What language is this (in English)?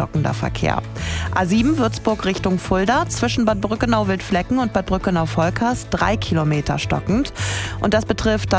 German